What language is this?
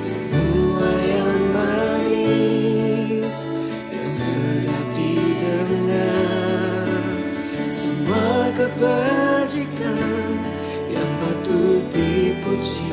Biatah Bidayuh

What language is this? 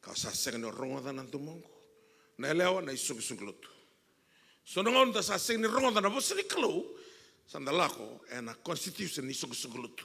Fijian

